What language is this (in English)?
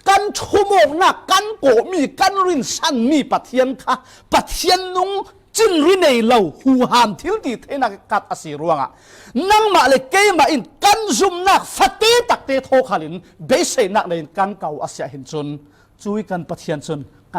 Falam Chin